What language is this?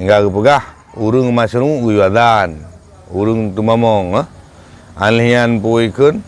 Achinese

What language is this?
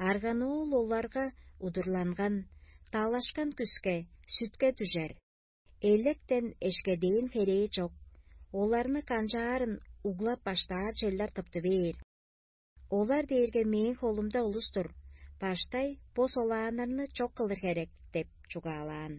Tuvinian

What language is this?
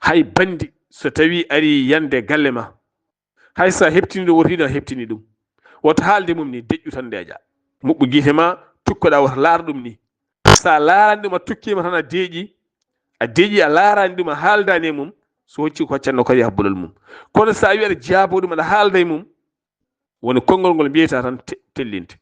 Fula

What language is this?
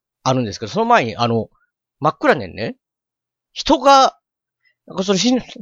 Japanese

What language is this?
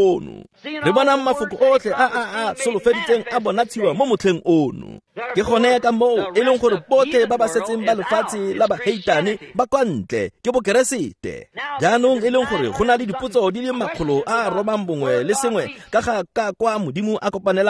Tswana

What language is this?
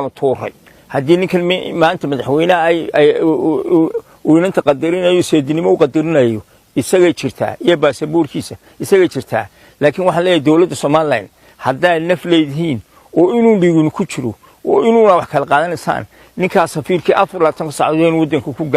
Somali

